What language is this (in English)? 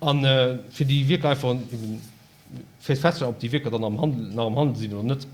Luxembourgish